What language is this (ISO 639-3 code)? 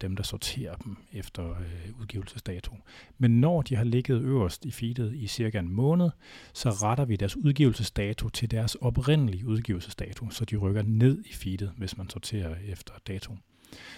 dan